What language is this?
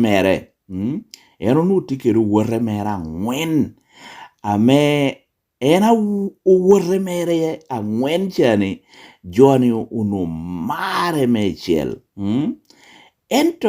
Lango (Uganda)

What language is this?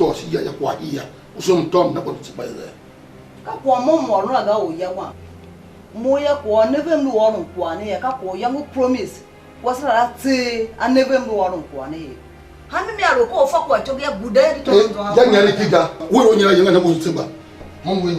Tiv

